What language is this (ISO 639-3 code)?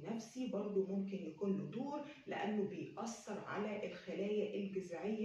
arz